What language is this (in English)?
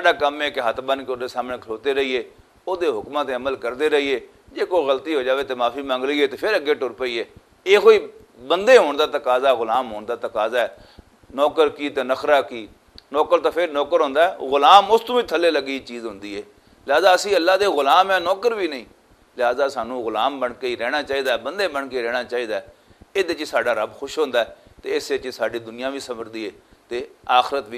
Western Panjabi